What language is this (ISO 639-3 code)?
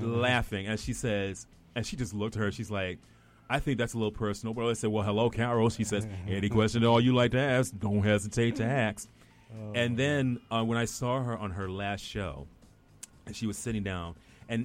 eng